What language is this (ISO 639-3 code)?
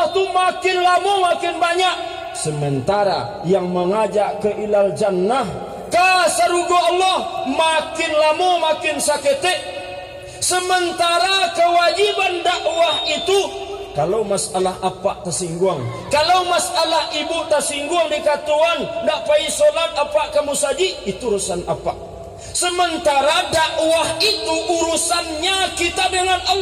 min